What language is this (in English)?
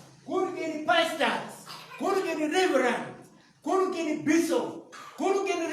Acoli